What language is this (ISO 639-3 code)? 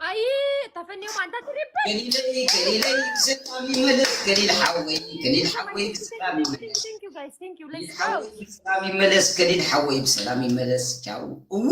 tir